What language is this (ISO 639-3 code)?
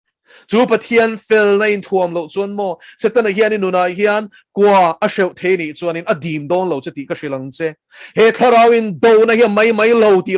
lus